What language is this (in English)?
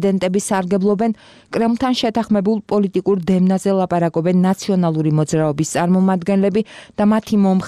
Georgian